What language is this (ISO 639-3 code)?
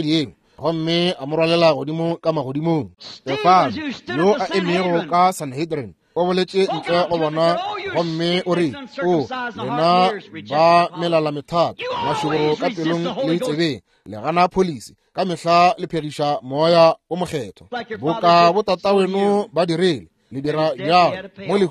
nso